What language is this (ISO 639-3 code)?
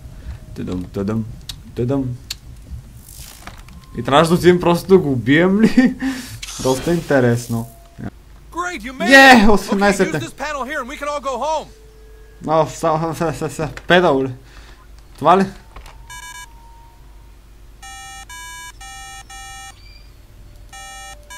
bul